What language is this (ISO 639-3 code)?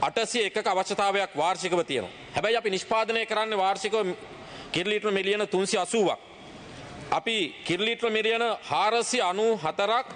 sin